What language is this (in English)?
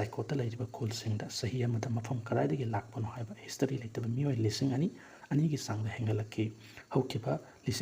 Manipuri